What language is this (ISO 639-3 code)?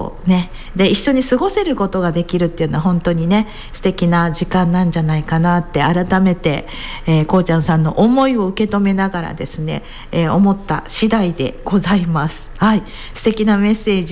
jpn